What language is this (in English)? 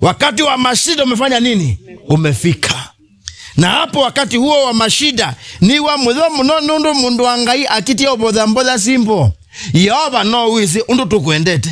Kamba